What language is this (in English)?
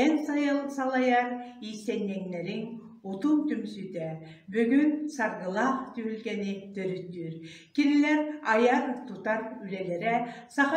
Yakut